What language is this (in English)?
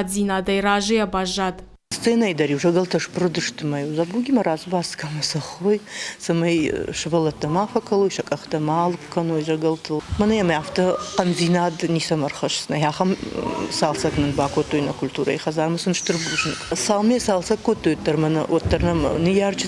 Ossetic